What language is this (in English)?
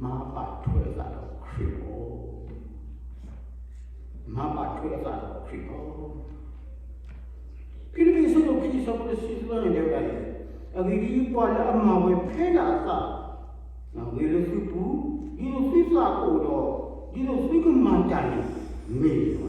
S'gaw Karen